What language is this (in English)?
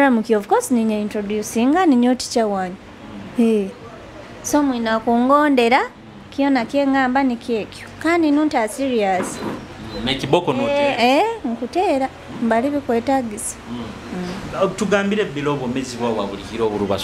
Nyoro